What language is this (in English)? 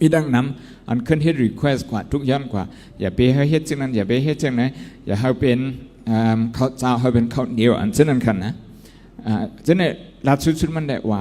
Shan